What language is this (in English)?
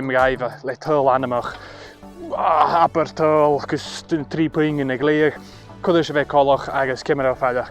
Scottish Gaelic